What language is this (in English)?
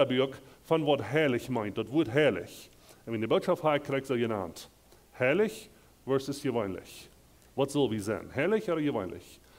Plautdietsch